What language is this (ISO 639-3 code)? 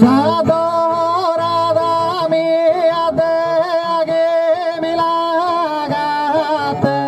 srd